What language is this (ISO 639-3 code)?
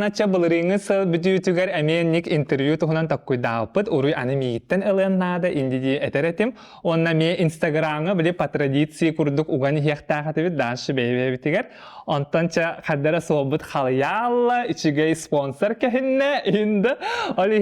sah